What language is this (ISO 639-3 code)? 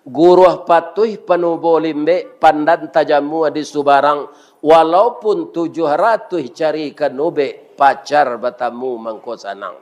min